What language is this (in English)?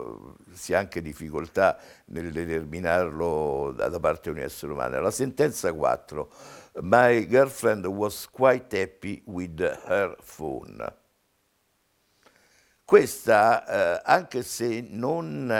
Italian